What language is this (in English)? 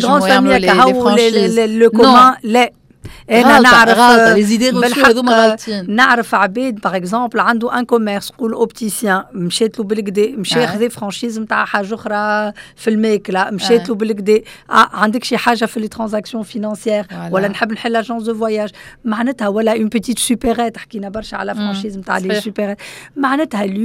Tunisian Arabic